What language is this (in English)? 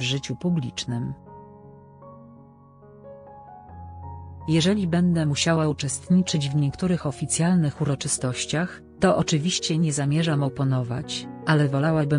Polish